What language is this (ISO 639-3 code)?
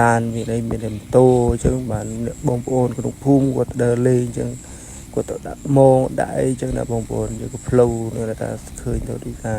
khm